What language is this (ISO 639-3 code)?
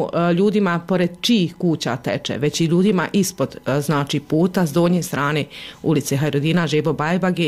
bos